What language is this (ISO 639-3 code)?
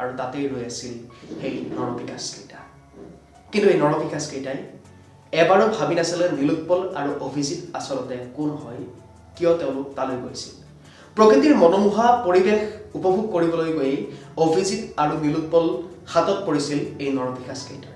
asm